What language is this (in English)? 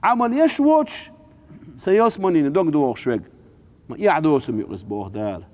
Chechen